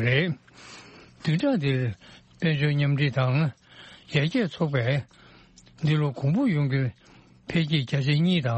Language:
Tibetan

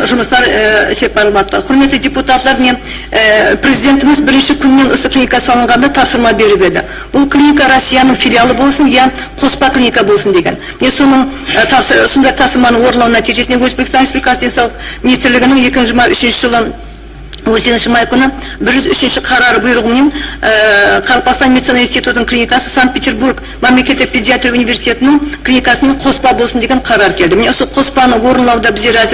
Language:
Kara-Kalpak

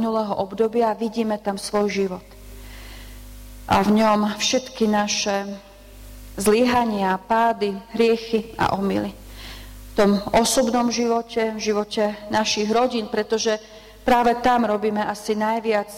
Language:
Slovak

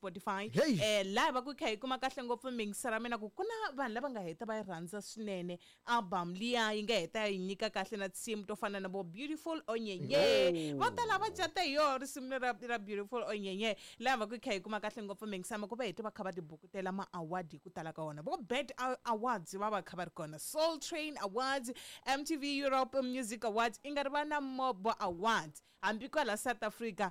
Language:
Tsonga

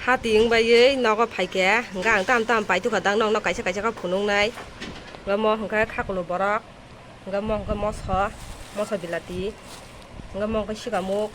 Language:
Kok Borok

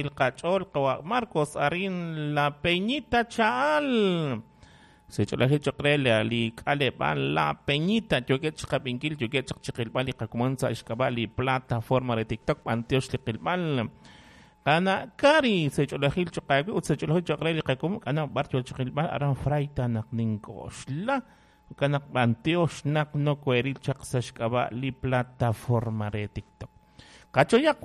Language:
Kekchí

